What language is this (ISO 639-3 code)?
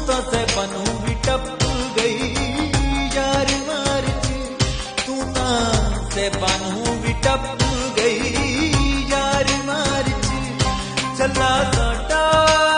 pan